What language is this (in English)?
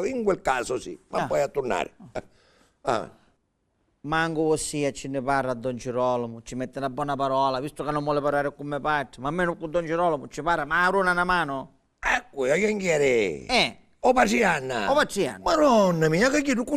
Sicilian